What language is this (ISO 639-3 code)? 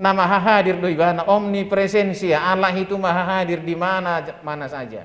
bbc